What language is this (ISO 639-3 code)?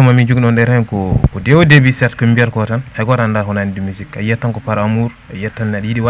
ful